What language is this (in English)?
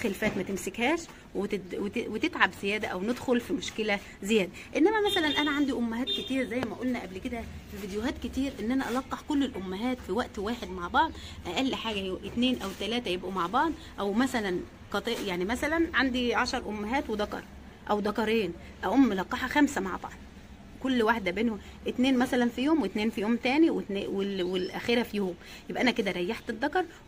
Egyptian Arabic